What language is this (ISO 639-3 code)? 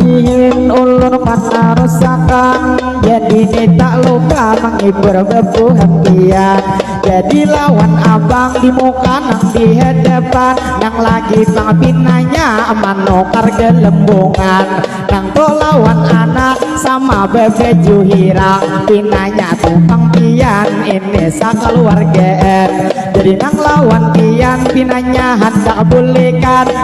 bjn